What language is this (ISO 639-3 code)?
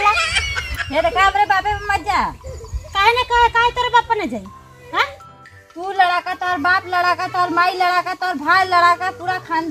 bho